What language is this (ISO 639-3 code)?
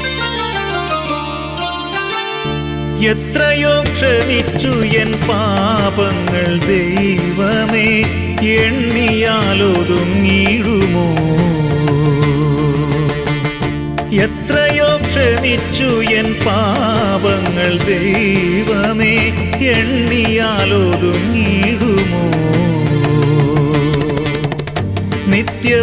mal